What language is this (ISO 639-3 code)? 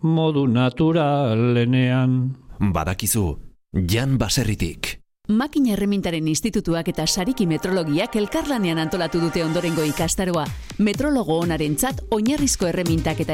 eus